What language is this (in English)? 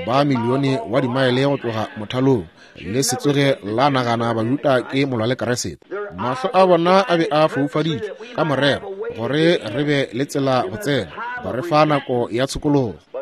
Northern Sotho